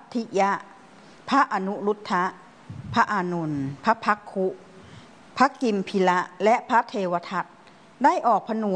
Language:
Thai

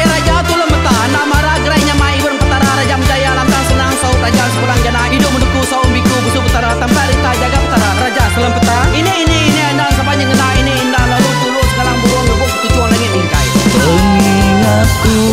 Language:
Iban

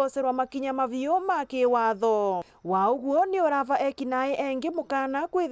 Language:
Meru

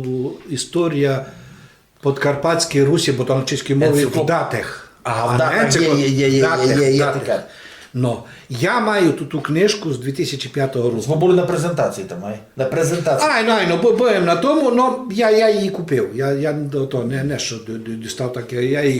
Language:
Rusyn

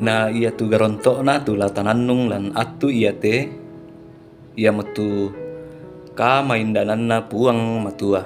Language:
Toraja-Sa'dan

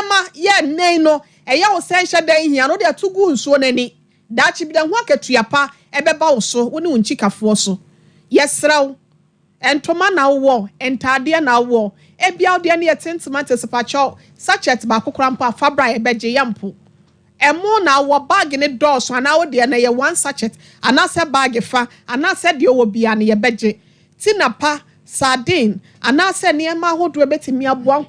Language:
Akan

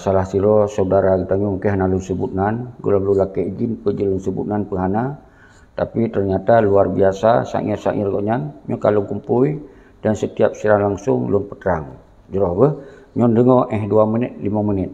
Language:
Achinese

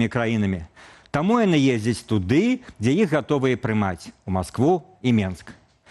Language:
Belarusian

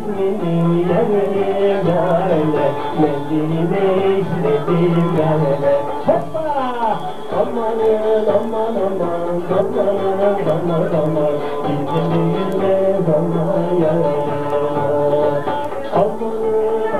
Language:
Turkish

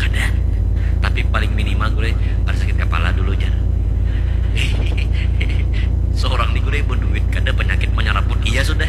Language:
Banjar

